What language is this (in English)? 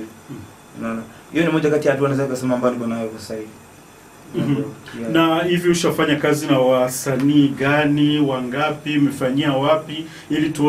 Swahili